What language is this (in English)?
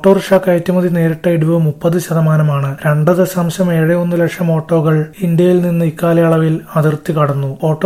Malayalam